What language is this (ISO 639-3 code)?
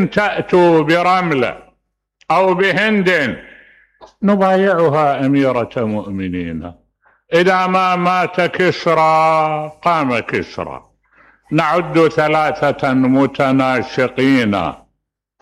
acm